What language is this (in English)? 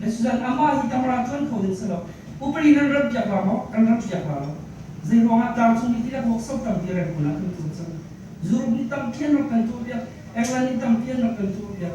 Hakha Chin